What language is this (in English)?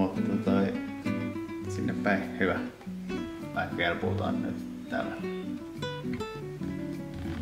Finnish